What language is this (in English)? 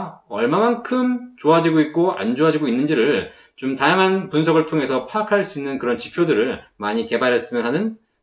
Korean